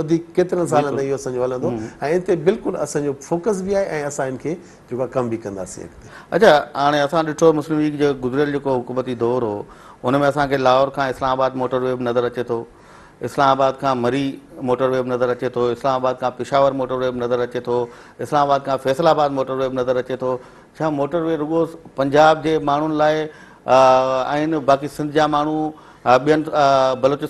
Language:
Sindhi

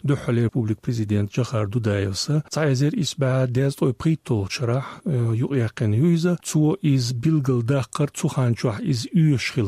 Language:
Chechen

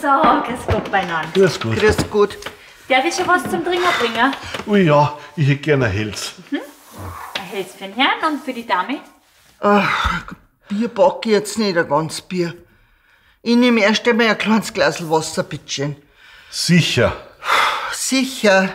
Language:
Bavarian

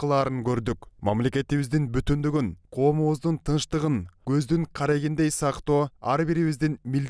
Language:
Kyrgyz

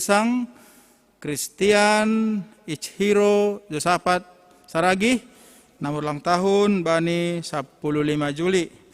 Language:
Batak Simalungun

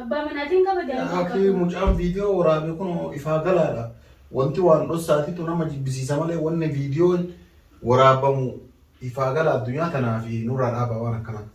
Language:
Oromo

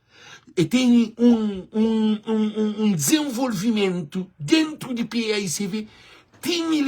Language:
Kabuverdianu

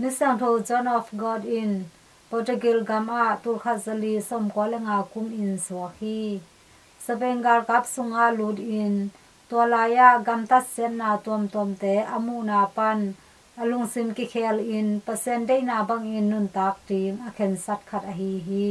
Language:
Tedim Chin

